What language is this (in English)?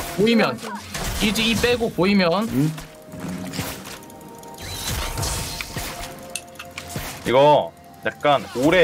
Korean